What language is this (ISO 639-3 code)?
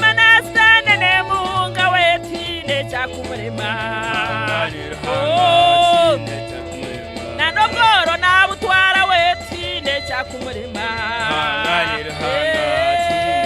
nyn